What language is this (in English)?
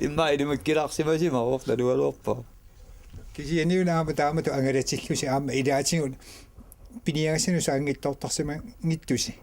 Kalaallisut